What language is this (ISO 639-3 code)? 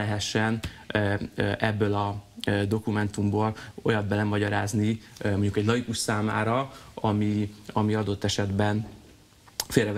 hun